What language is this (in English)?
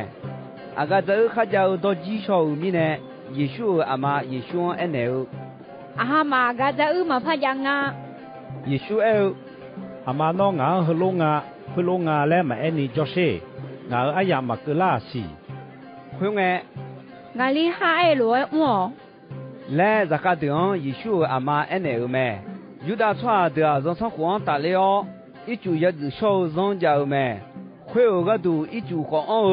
Akha